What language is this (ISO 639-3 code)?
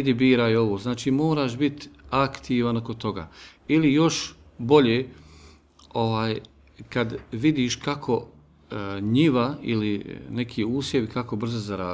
bos